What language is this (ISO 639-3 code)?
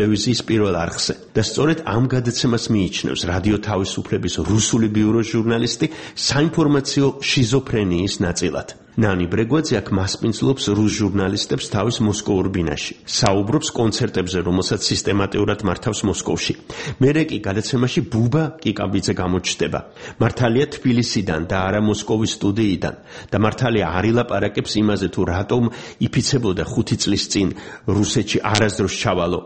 kat